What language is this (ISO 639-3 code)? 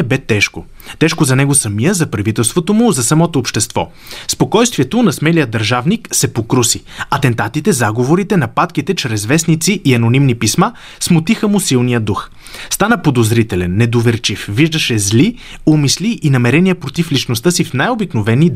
bul